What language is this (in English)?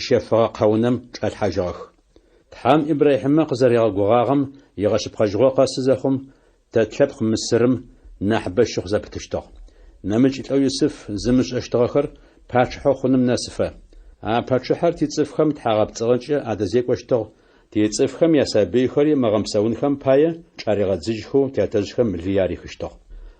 Adyghe